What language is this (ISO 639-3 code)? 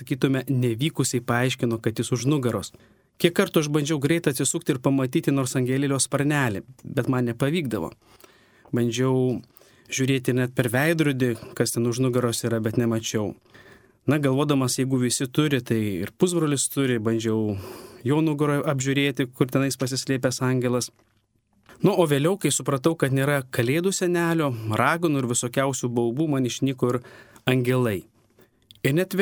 lit